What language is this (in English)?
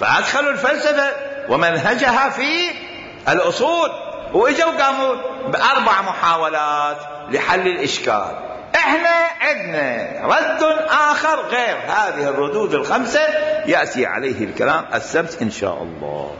Mesopotamian Arabic